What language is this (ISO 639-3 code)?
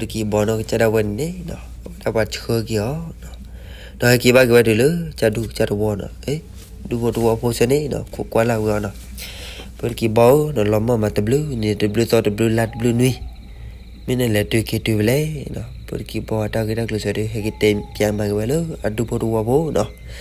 ksw